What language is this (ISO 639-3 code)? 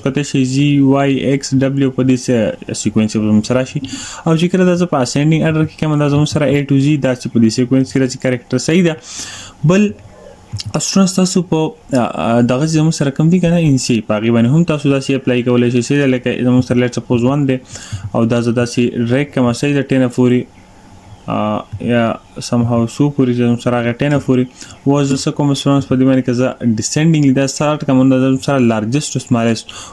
pus